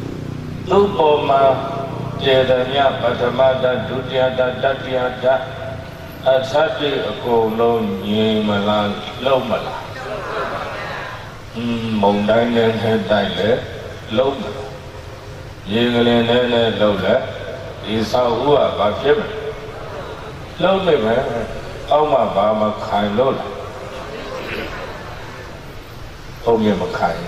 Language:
Burmese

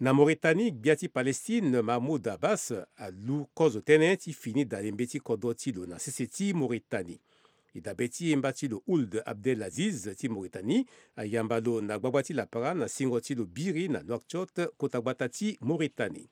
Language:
Sango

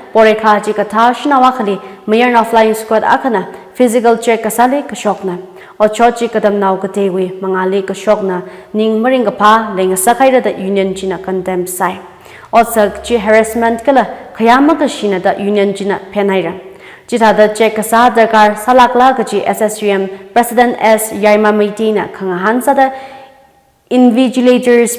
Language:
Tangkhul Naga (India)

